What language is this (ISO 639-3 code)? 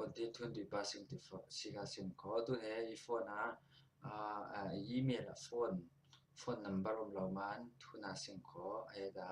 cfm